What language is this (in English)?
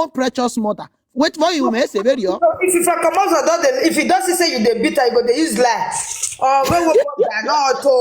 Nigerian Pidgin